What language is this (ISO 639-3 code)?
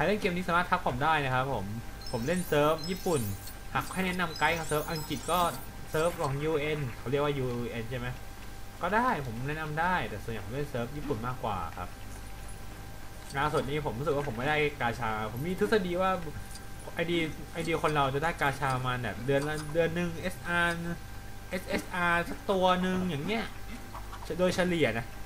tha